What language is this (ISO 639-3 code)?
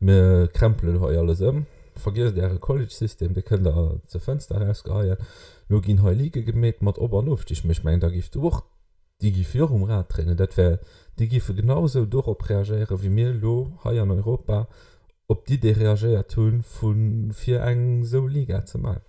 ltz